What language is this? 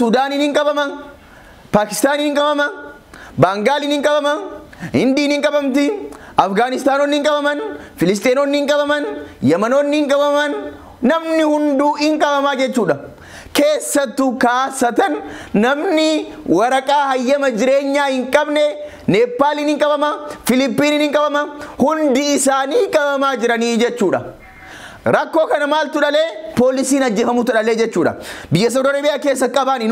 Oromo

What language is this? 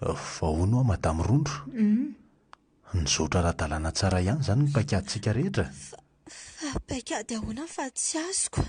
Malagasy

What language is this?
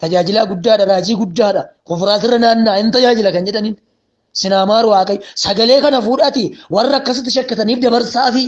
Oromo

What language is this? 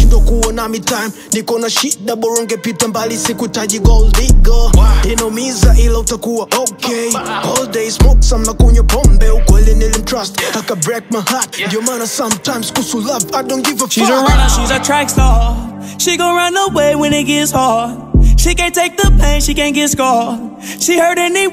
Swahili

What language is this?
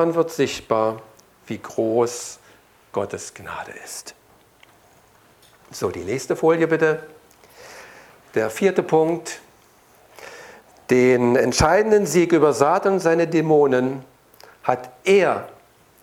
German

